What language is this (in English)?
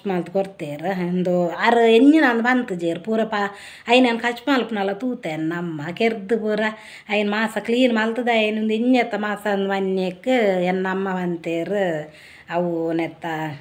Tulu